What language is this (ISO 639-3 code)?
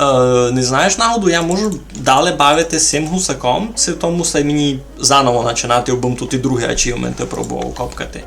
rue